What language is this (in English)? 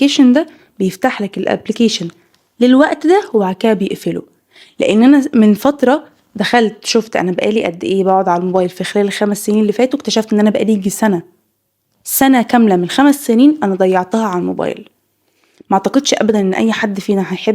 Egyptian Arabic